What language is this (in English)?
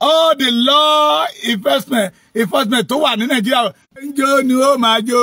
Yoruba